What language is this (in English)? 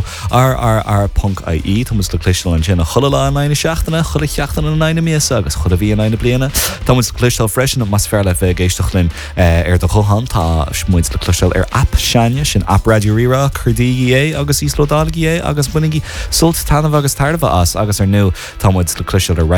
Irish